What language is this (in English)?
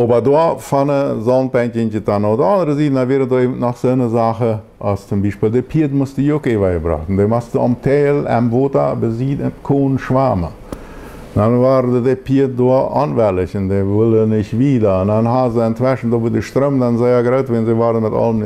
Plautdietsch